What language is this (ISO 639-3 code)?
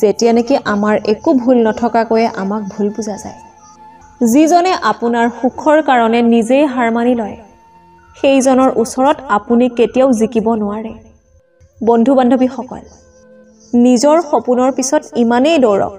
asm